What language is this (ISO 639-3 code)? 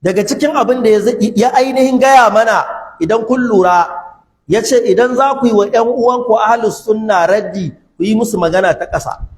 hau